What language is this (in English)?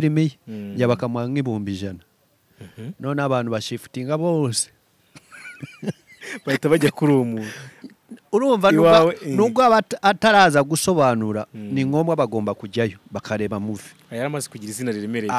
Kinyarwanda